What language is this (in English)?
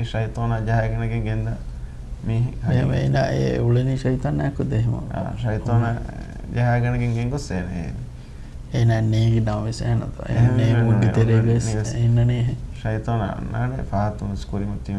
Divehi